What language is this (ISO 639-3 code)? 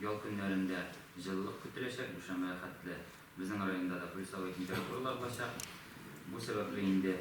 tat